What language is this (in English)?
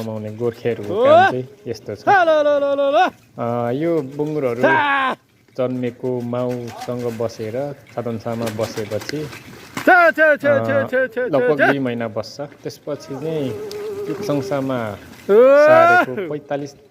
Nepali